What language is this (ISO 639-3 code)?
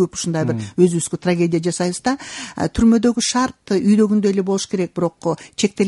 kir